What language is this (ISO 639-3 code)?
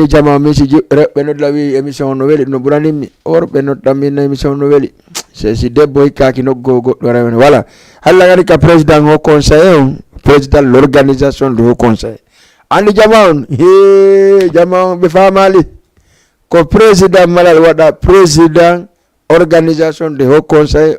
ful